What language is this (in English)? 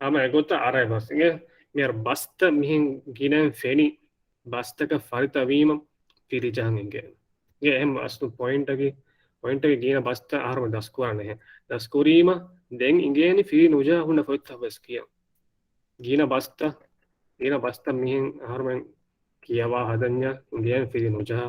Divehi